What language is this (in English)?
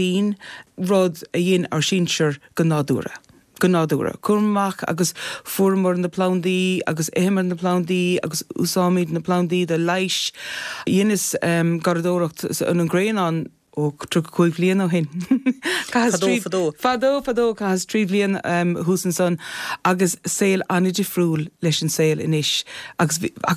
Irish